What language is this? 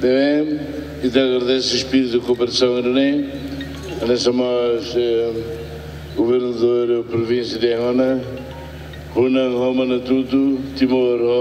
Tetum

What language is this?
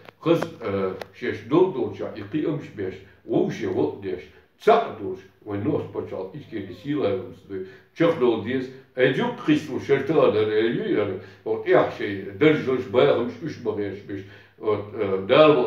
Chechen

